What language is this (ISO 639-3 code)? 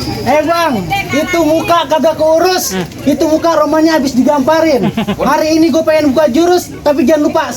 bew